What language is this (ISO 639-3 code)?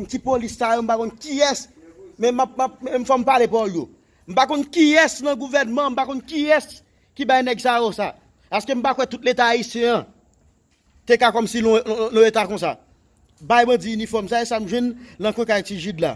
hat